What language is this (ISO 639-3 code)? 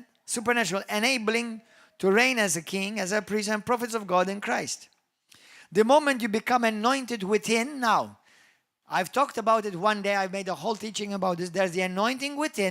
eng